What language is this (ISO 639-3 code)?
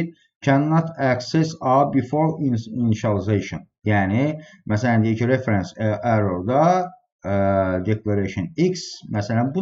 aze